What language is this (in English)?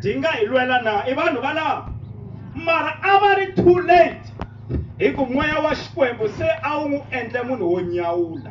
Tsonga